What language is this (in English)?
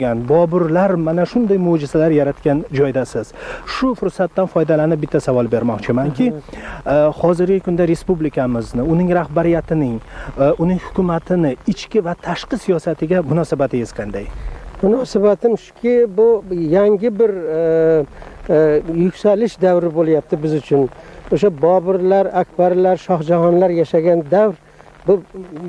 Uzbek